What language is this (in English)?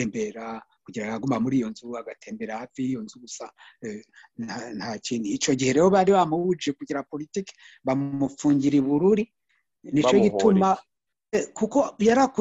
Rundi